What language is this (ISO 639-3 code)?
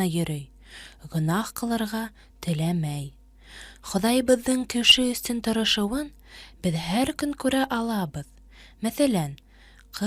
bak